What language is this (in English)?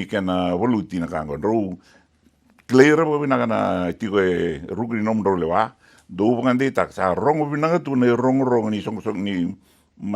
Fijian